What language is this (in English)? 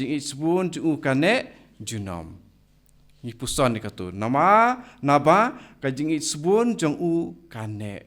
Khasi